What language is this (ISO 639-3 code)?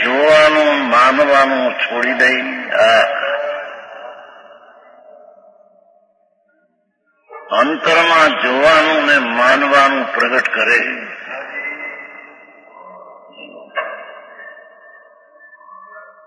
guj